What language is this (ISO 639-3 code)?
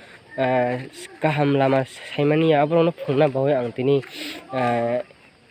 trp